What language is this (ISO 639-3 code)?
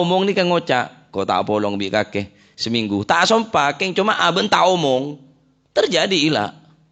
mad